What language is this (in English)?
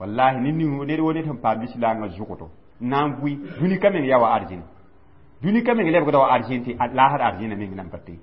Mossi